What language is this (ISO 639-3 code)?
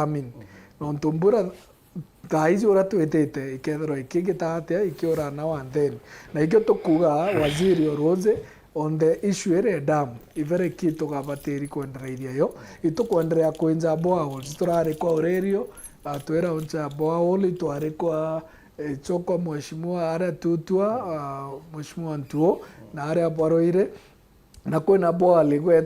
mer